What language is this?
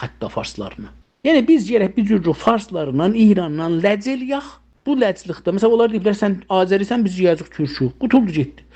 South Azerbaijani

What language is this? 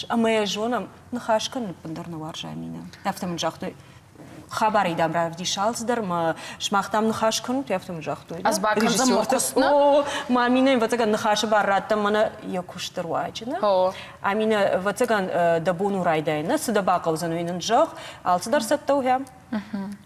Ossetic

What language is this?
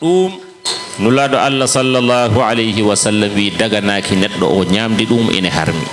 Fula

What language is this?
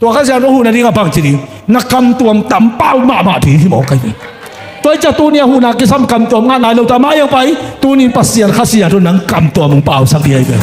Tedim Chin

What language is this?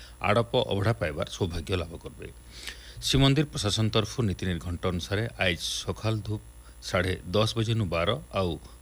Odia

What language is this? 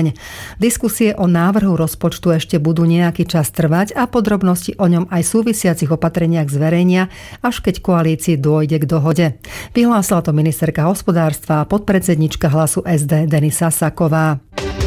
Slovak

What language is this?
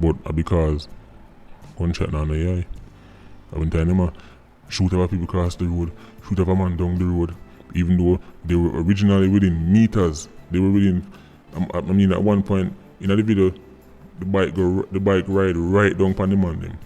Jamaican Creole English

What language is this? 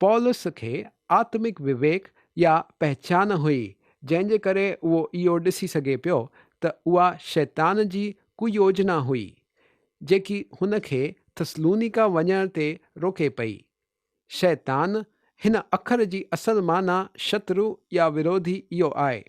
Sindhi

